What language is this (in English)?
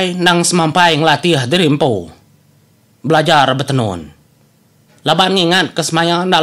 Iban